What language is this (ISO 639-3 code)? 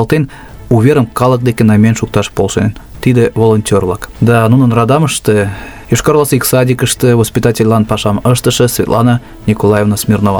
chm